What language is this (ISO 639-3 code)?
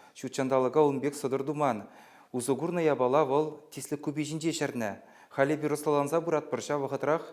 chv